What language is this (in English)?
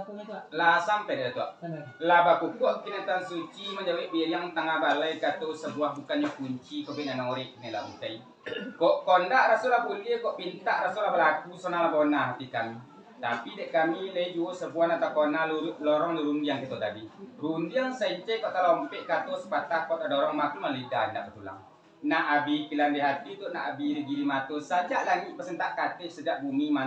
Minangkabau